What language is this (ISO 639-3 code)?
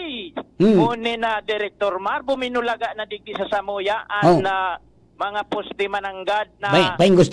bik